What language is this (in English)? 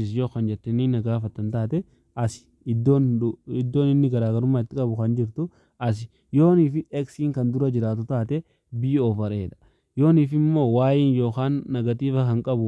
Oromo